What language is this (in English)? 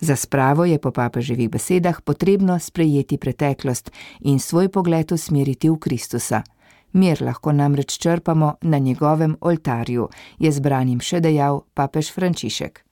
Slovenian